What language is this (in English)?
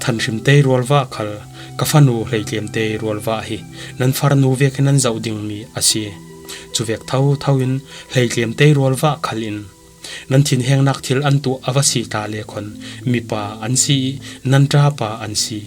Falam Chin